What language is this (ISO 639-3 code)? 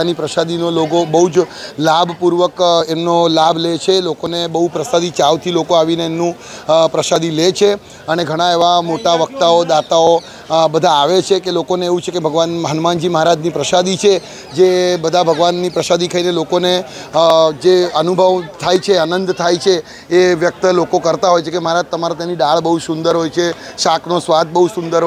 guj